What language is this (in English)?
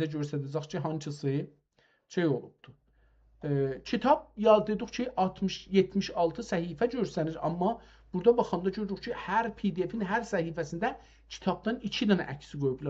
South Azerbaijani